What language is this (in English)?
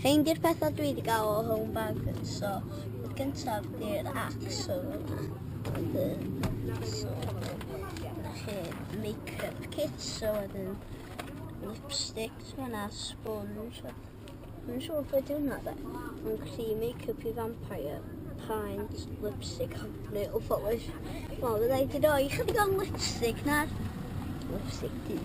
Welsh